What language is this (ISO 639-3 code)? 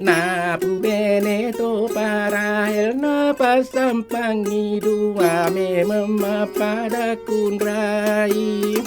bug